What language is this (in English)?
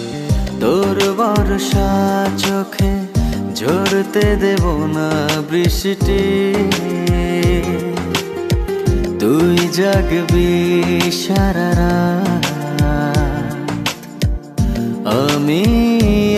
Bangla